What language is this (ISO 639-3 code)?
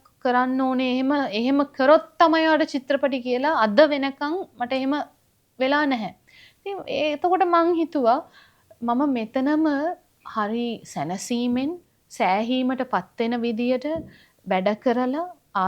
sin